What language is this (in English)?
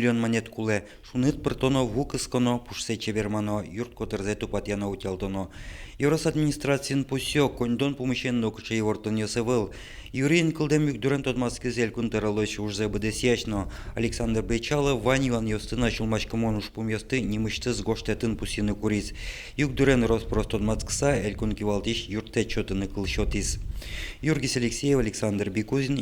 Udmurt